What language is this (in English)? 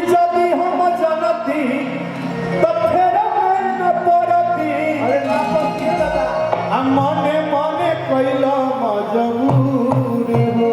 Chhattisgarhi